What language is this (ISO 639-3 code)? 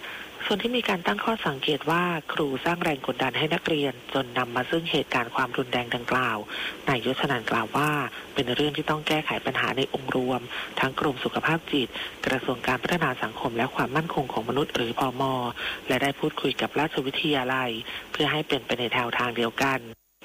tha